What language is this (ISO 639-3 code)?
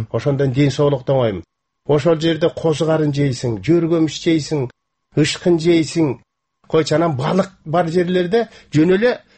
kir